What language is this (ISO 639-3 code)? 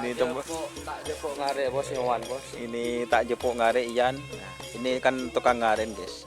mad